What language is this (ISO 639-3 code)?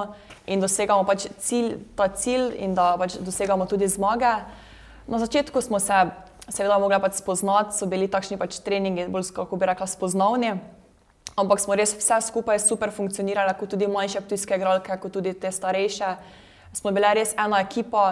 slv